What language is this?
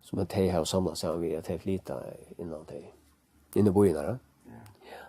Faroese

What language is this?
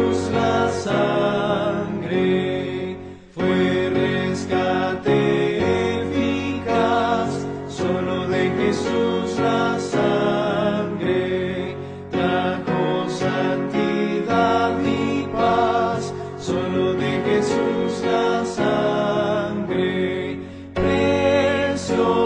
Spanish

